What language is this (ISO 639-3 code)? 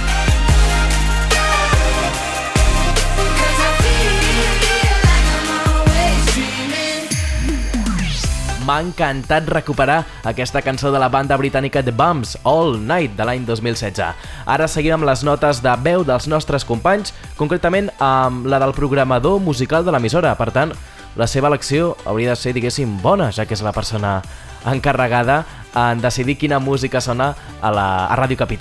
cat